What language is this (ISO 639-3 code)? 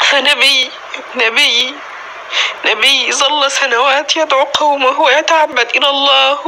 apc